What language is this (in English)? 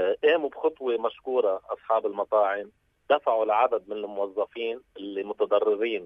North Levantine Arabic